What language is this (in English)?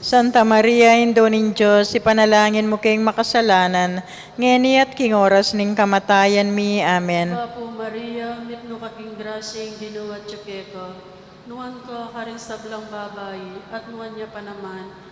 Pampanga